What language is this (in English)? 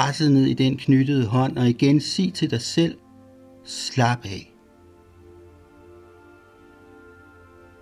Danish